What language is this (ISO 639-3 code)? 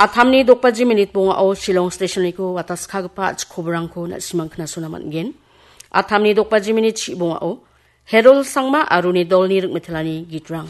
grt